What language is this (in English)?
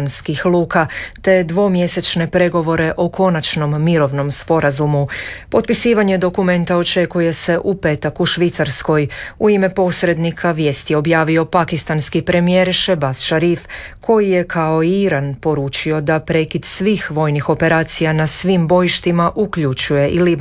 Croatian